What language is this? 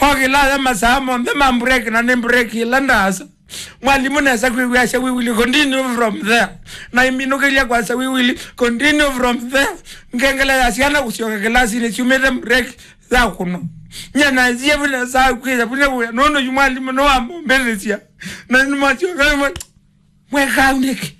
Kamba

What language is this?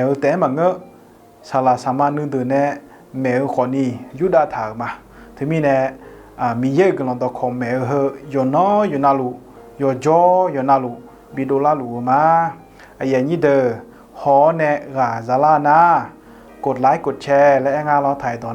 Akha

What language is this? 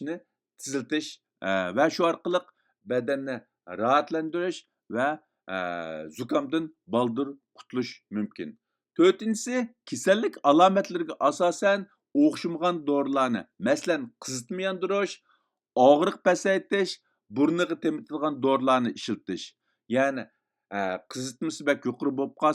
Uyghur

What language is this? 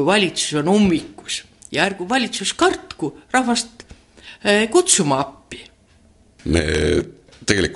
Estonian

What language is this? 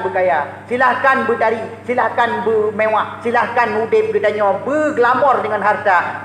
Achinese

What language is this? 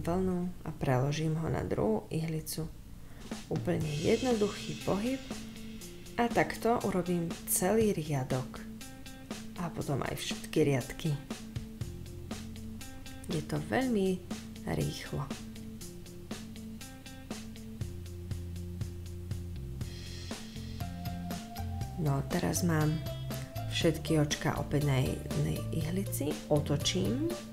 Slovak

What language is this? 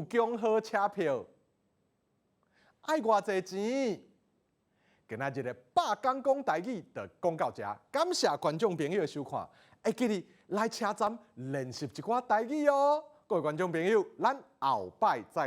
Min Nan Chinese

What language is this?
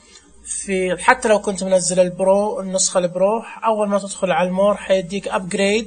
Najdi Arabic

